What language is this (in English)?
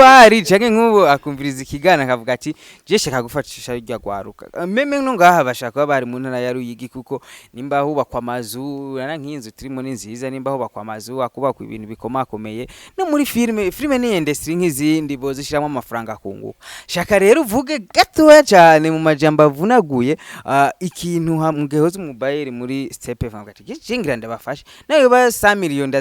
Rundi